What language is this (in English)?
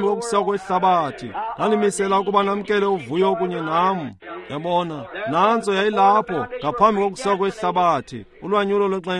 Xhosa